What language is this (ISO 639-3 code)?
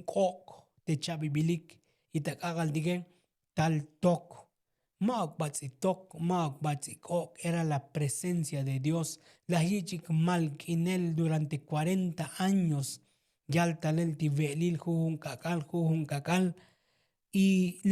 tzo